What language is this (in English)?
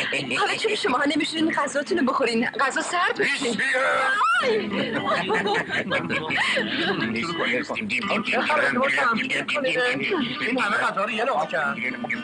Persian